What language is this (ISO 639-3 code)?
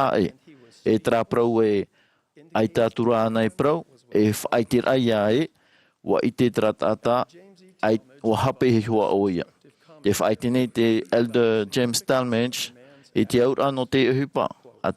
tah